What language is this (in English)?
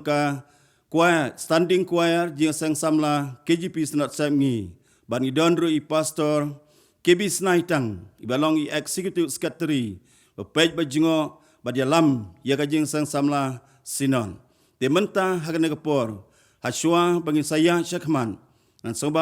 Khasi